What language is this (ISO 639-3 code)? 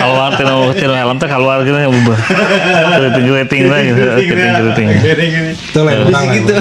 sun